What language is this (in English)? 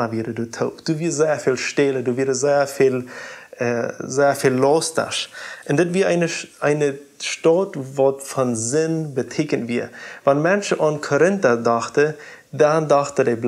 Plautdietsch